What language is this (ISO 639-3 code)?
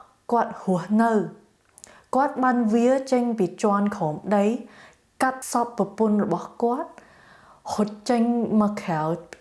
khm